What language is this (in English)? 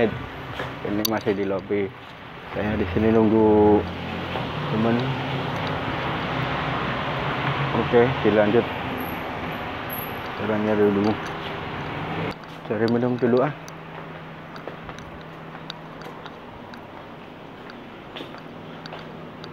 Indonesian